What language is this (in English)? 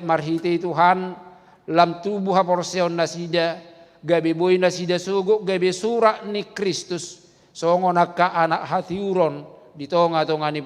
Batak Toba